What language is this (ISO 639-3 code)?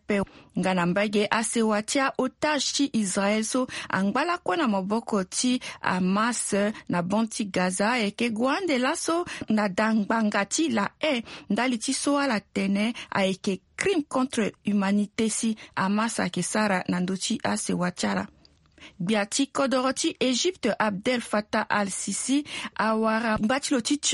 sag